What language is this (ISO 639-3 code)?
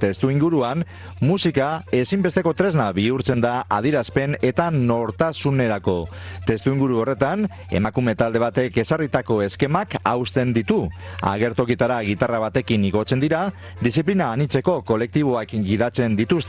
eus